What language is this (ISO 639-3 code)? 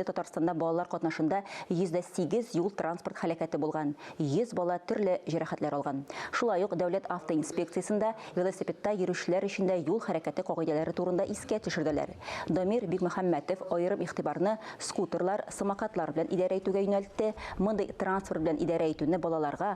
tat